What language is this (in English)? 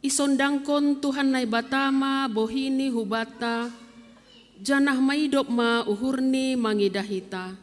Batak Simalungun